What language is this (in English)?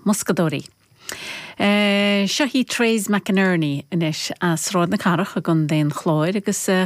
Irish